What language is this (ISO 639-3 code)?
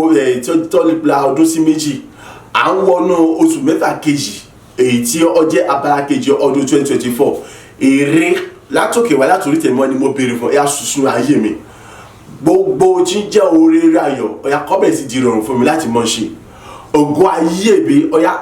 yor